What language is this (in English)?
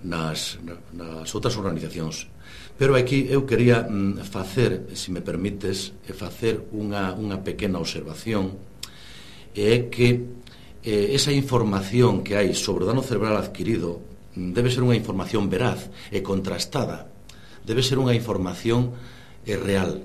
Galician